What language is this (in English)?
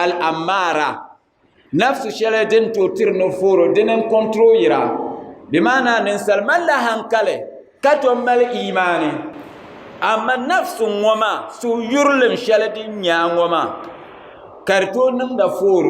Dagbani